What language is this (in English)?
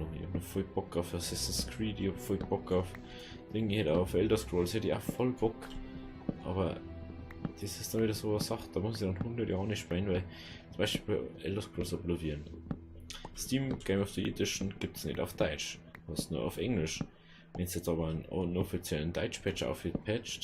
Bavarian